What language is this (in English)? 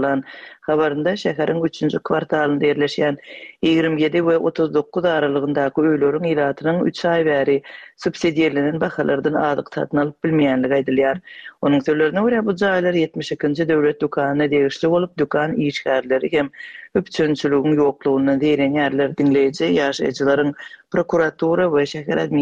Turkmen